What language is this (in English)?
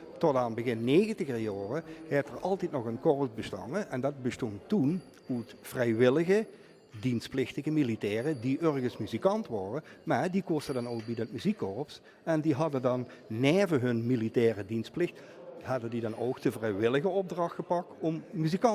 Limburgish